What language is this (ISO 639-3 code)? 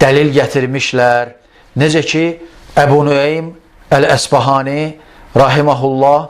aze